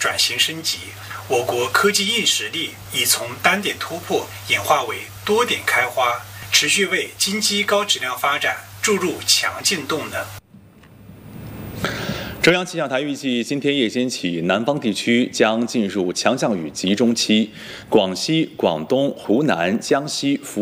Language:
Chinese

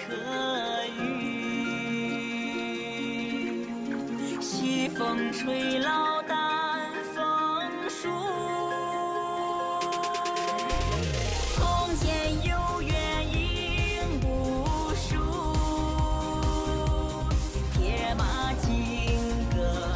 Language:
Chinese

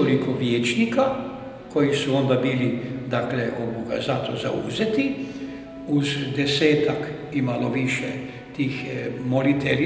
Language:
Croatian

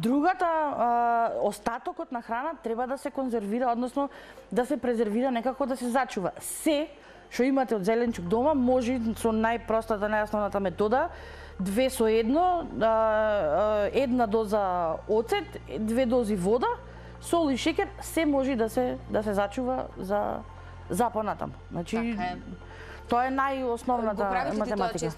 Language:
Macedonian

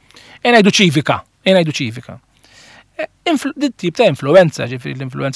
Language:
Maltese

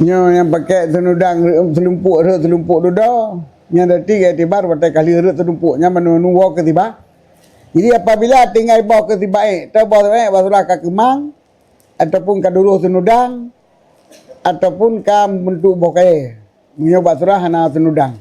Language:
Achinese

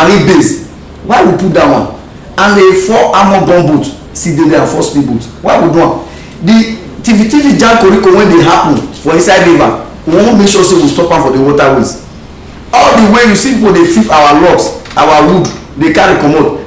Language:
Nigerian Pidgin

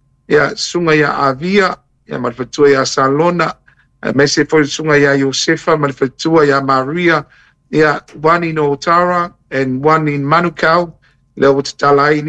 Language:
Samoan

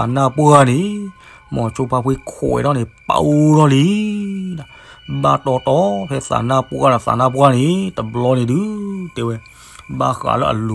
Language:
S'gaw Karen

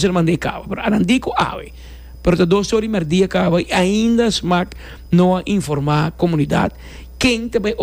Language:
Papiamento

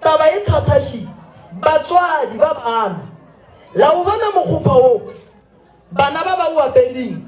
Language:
Northern Sotho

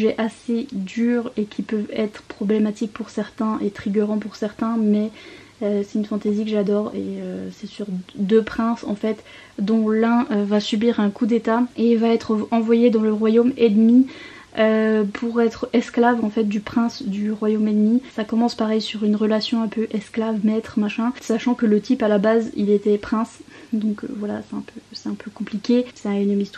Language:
French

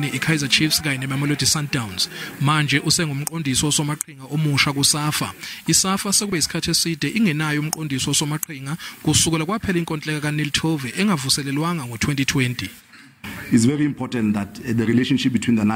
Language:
Zulu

